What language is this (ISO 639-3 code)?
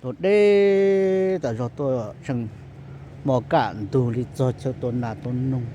hmn